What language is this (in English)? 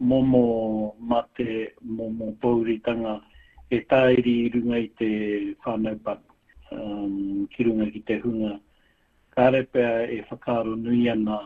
Māori